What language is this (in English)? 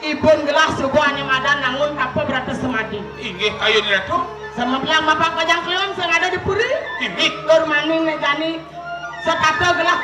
Balinese